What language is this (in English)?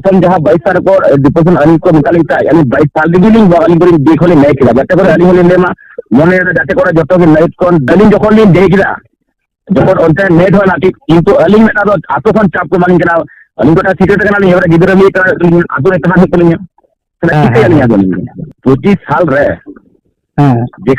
Santali